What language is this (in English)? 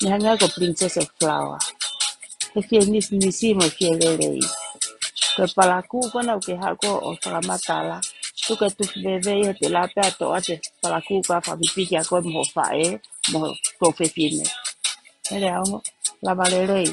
Tongan